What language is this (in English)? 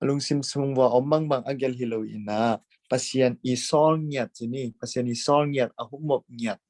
Tedim Chin